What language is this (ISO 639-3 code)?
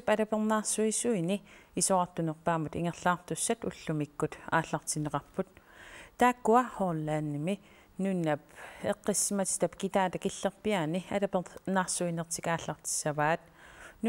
kal